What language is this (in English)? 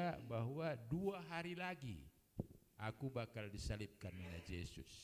Batak Karo